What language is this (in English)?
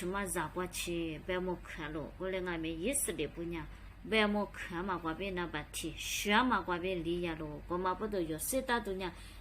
Lisu